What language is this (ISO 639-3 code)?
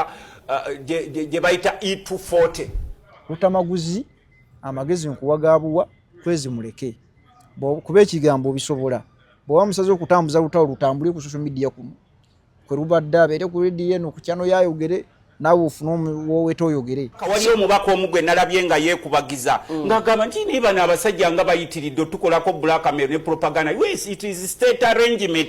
lug